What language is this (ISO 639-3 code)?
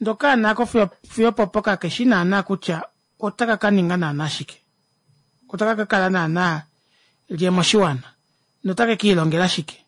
kua